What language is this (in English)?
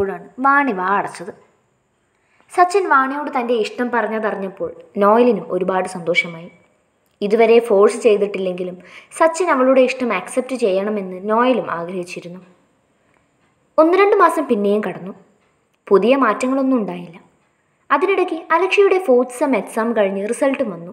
Malayalam